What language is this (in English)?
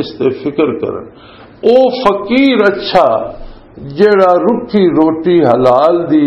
Western Panjabi